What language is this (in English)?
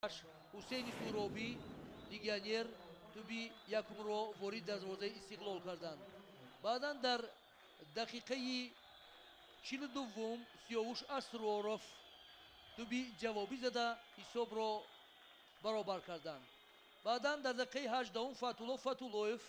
Tajik